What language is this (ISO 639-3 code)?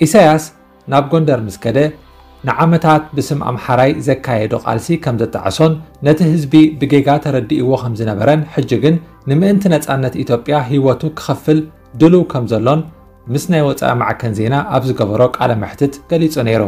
tir